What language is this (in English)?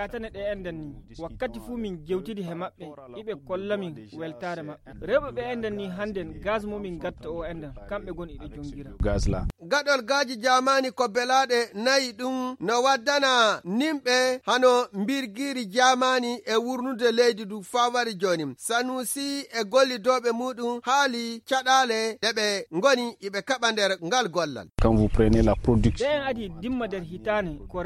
Nigerian Fulfulde